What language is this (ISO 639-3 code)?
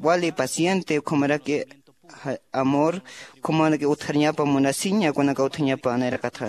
aym